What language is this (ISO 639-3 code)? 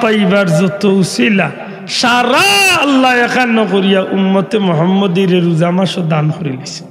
syl